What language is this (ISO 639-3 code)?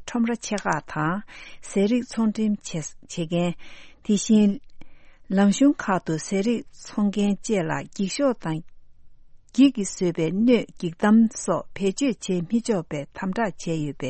bod